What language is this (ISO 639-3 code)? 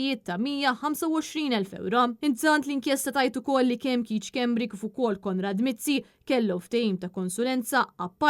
mlt